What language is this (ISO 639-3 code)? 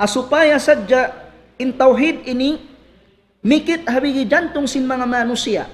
tsg